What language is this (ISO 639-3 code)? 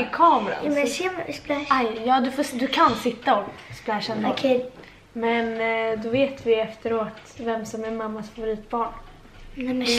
swe